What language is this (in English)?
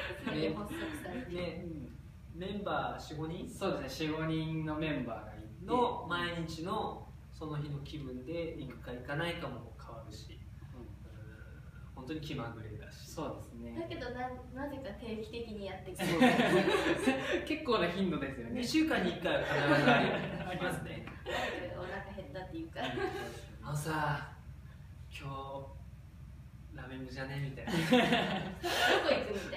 Japanese